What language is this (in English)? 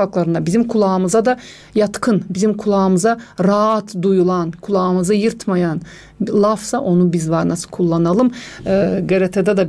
Gagauz